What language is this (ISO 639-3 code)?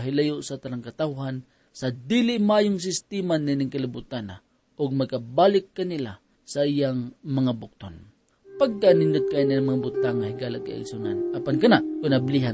ceb